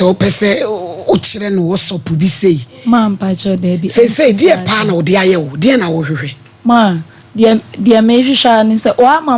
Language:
Akan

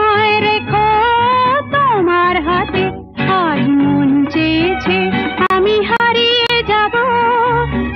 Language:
Bangla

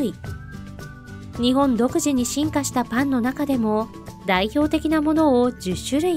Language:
Japanese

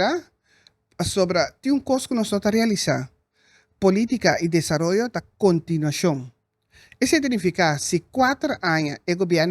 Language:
Papiamento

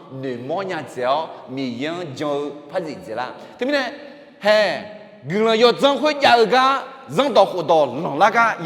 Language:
Akha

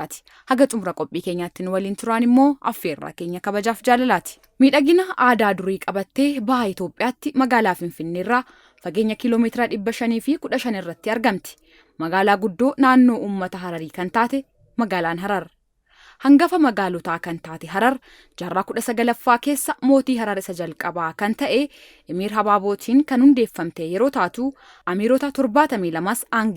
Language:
Oromo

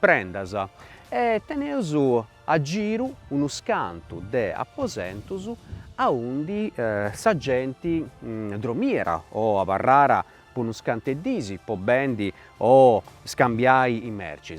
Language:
Sardinian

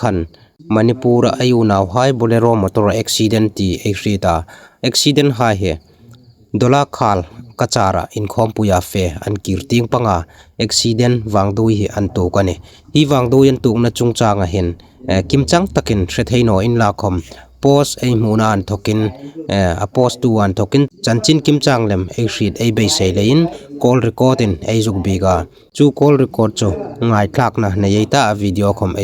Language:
Hmar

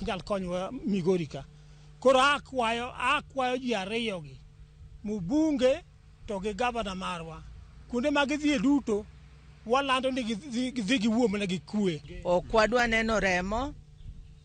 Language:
Luo (Kenya and Tanzania)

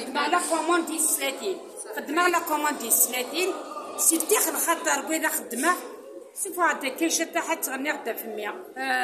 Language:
Kabyle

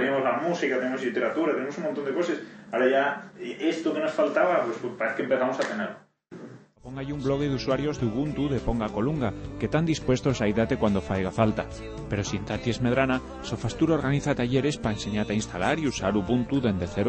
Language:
Asturian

